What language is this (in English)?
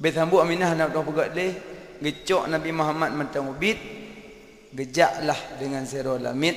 Achinese